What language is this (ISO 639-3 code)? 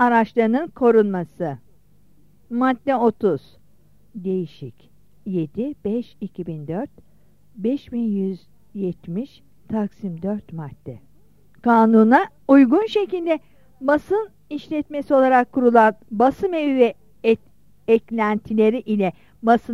tur